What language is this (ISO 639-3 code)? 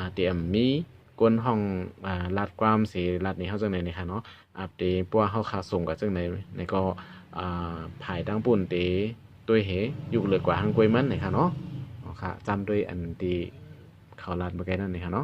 shn